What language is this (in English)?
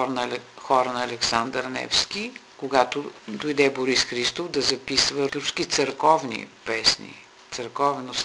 Bulgarian